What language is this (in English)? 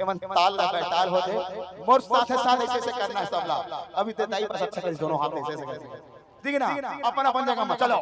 Chhattisgarhi